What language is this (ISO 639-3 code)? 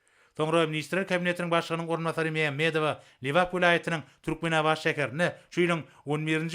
tuk